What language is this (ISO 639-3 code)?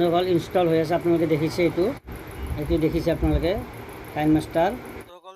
asm